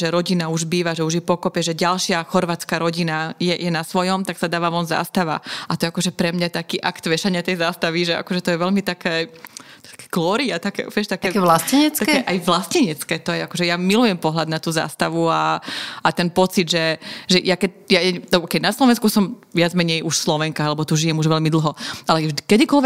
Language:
Slovak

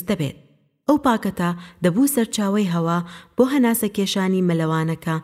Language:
Central Kurdish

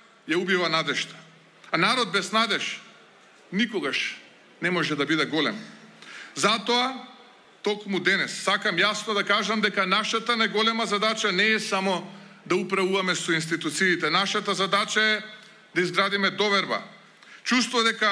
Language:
Macedonian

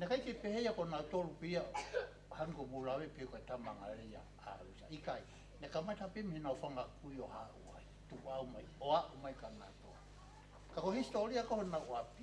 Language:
Tongan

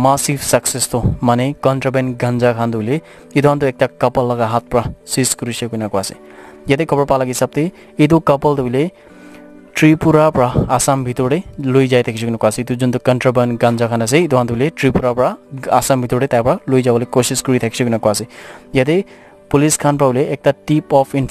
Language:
Naga Pidgin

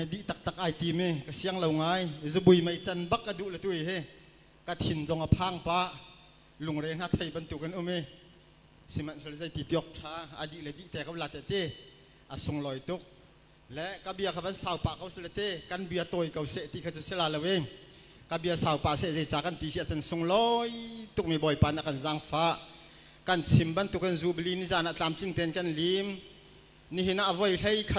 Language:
Hakha Chin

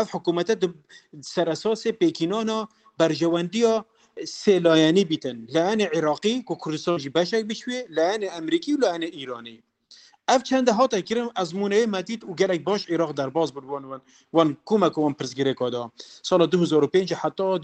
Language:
Kurdish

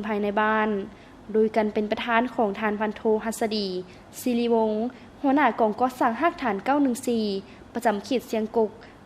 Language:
Lao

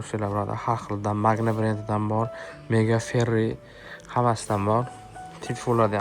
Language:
Uzbek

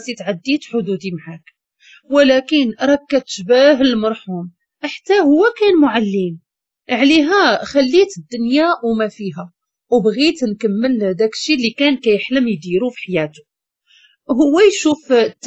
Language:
Moroccan Arabic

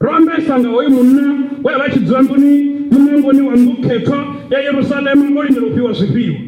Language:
Venda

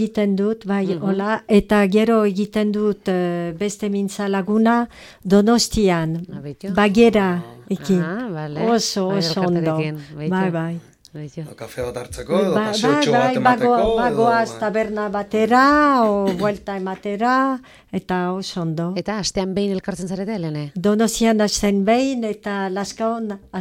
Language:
Basque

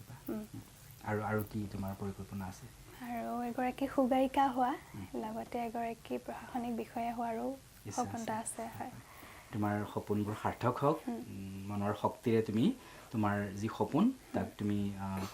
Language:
Assamese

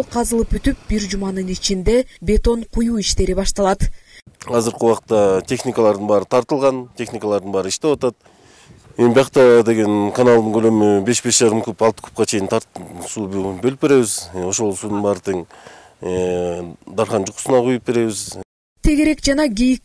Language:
Kyrgyz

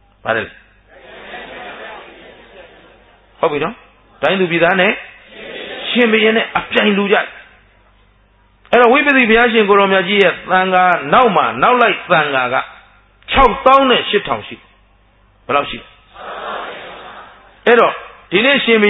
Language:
Burmese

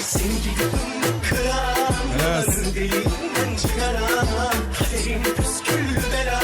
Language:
Kara-Kalpak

